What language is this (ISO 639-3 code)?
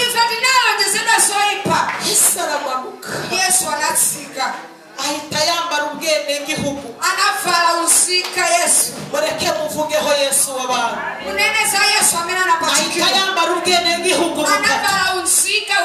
kin